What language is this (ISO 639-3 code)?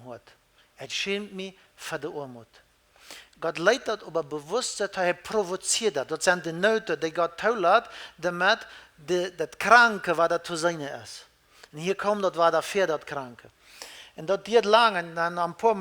pdt